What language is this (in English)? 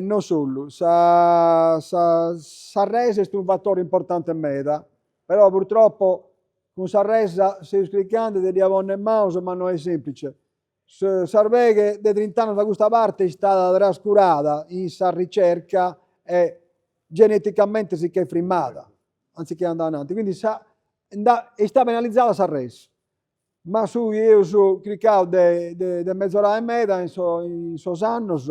Sardinian